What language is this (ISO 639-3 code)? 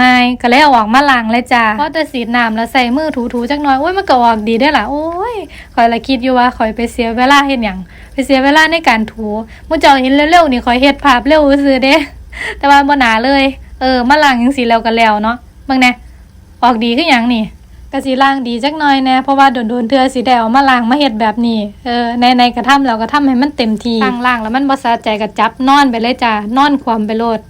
tts